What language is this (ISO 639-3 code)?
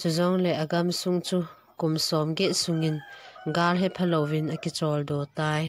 tcz